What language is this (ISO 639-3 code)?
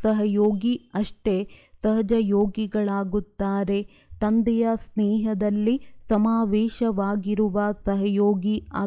kan